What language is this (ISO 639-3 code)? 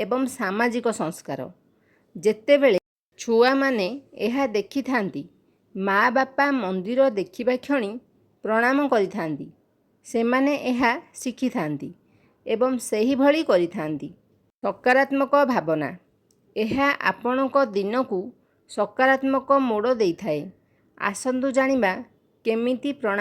ori